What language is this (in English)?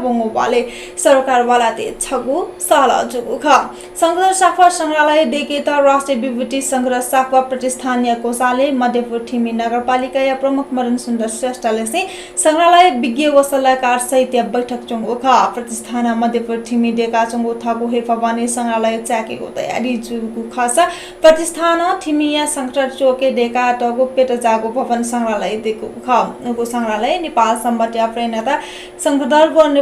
Newari